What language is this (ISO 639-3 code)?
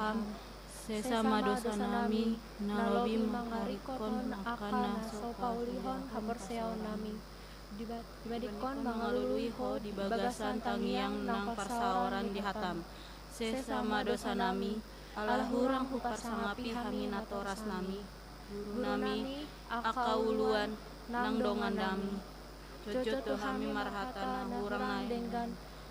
bbc